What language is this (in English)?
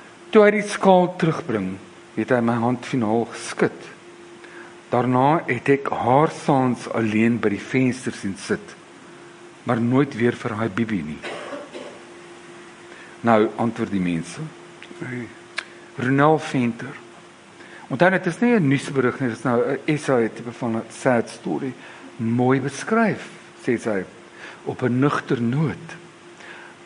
Afrikaans